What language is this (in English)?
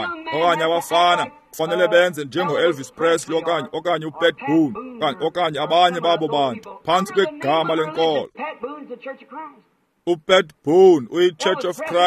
Xhosa